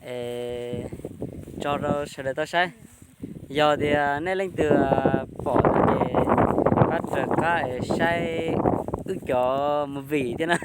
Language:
Hmong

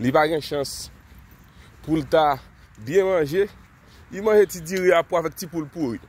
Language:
Haitian Creole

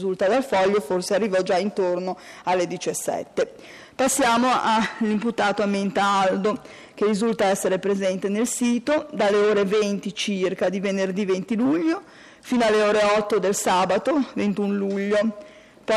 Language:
Italian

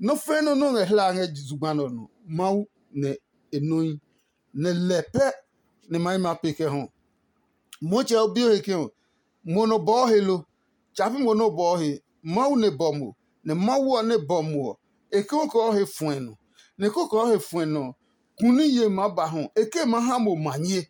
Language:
Adangme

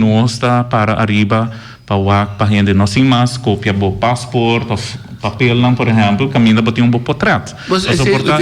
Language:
Papiamento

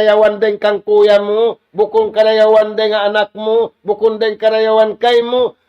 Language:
Tausug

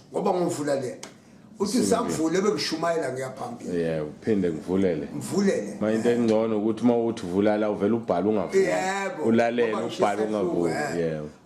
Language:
Zulu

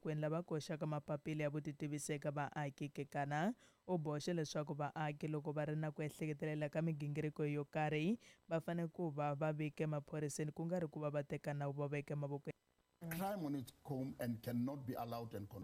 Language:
Tsonga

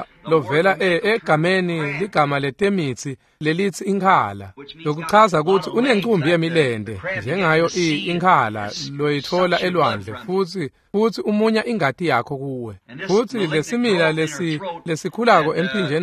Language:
Swati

